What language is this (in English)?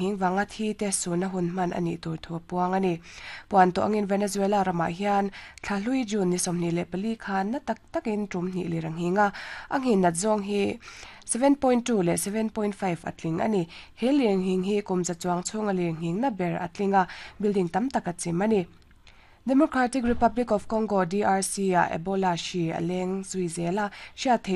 Mizo